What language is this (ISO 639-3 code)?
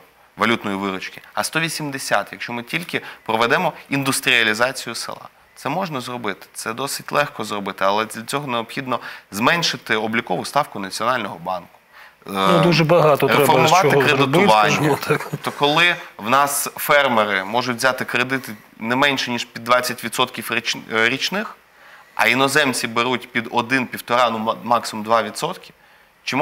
ukr